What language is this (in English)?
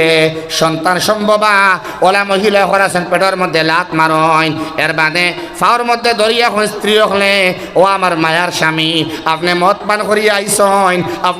Sylheti